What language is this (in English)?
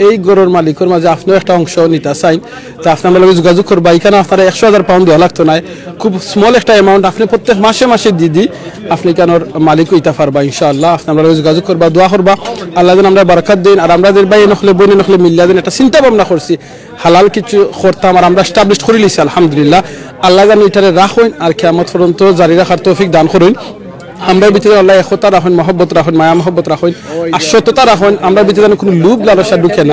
Sylheti